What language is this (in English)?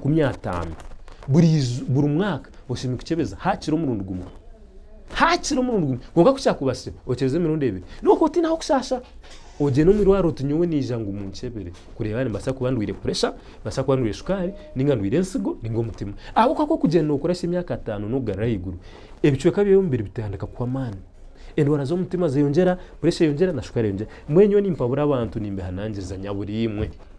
Nyankole